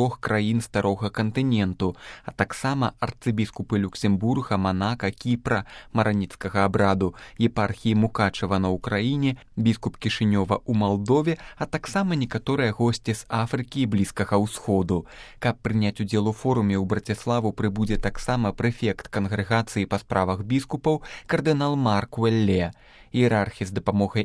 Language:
Belarusian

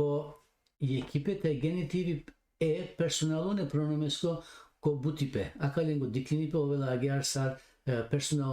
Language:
Balkan Romani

